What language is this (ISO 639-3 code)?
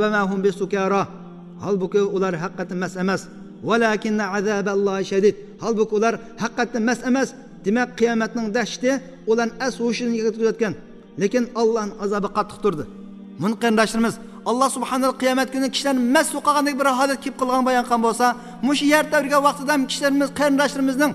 uig